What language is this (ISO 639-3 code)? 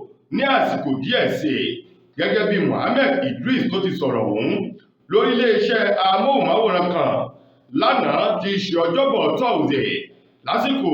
yor